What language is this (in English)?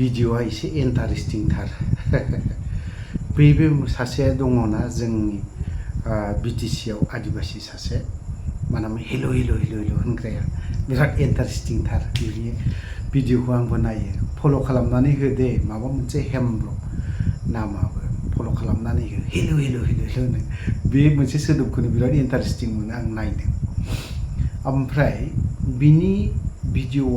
Bodo